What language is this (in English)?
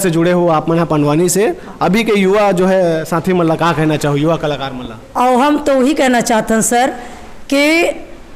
Chhattisgarhi